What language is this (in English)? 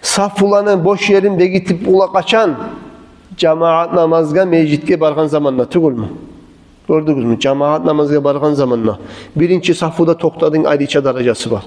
Kumyk